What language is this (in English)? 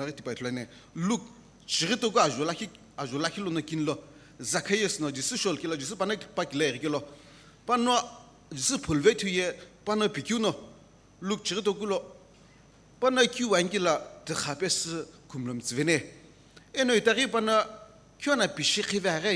Sumi Naga